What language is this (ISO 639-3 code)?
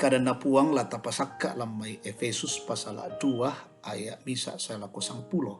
sda